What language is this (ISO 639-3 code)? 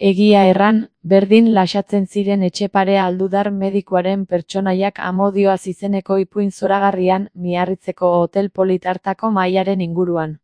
eus